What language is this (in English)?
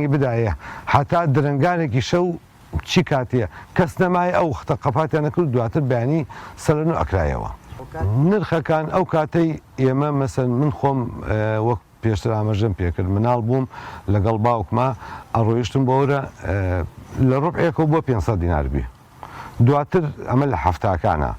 Central Kurdish